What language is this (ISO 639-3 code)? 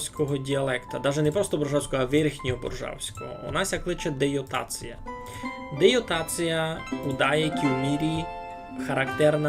rue